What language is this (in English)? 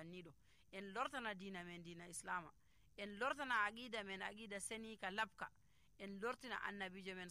Nigerian Fulfulde